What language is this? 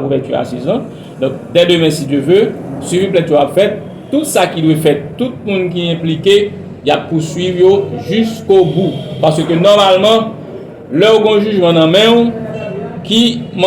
Haitian Creole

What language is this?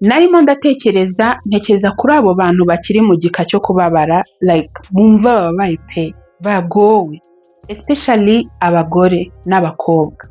Kinyarwanda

